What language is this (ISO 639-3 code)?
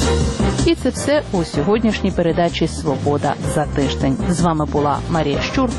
ukr